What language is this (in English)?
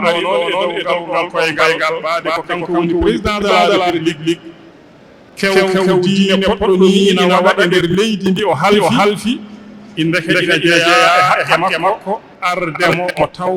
Fula